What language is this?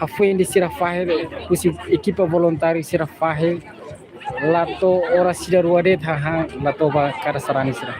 Tetum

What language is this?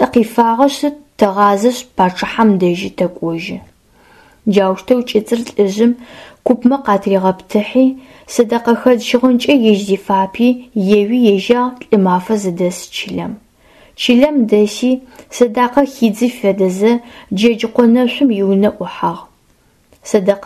Adyghe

